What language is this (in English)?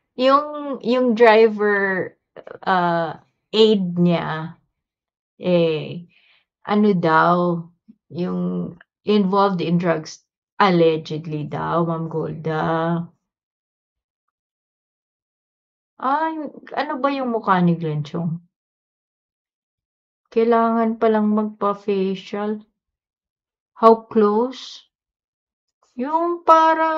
Filipino